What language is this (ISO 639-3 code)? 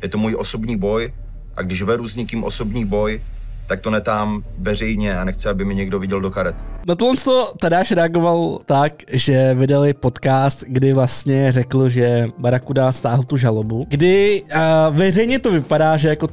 ces